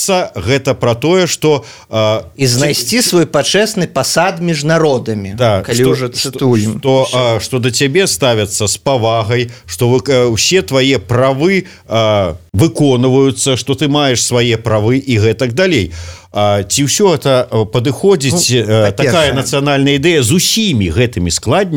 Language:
Belarusian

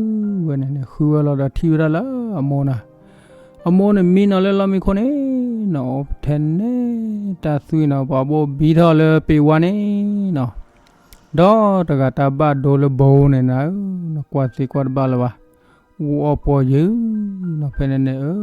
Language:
S'gaw Karen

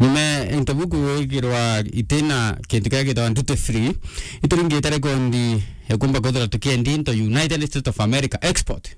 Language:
Meru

